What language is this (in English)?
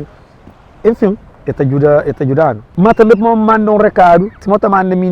Kabuverdianu